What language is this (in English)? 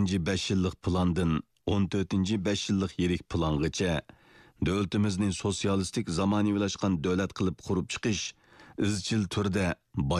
Uyghur